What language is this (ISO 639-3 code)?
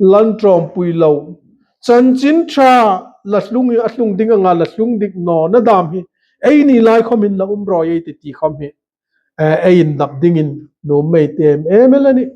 hmr